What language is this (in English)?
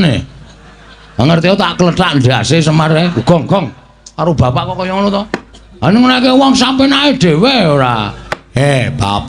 Javanese